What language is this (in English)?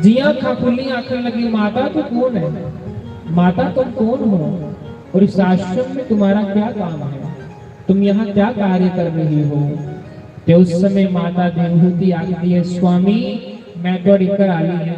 Dogri